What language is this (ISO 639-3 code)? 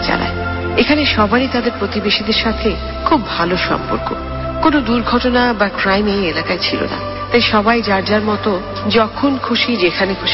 ben